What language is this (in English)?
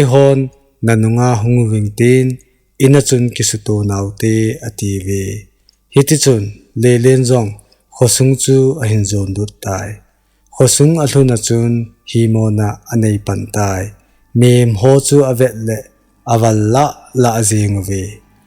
Thado Chin